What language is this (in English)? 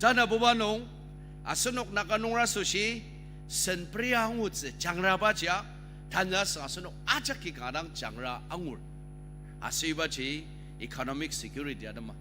Ao Naga